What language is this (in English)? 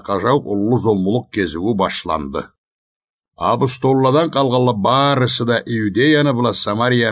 Karachay-Balkar